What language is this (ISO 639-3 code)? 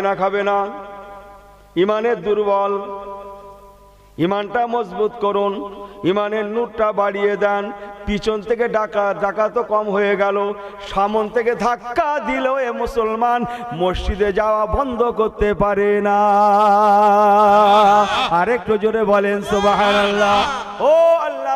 ben